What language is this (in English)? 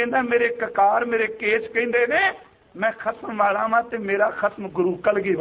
Punjabi